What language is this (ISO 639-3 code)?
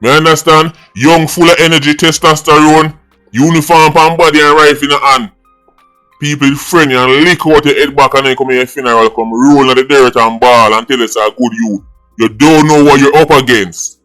jam